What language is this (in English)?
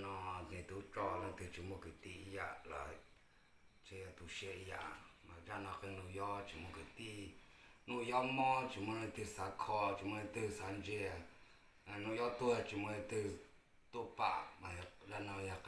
Hmong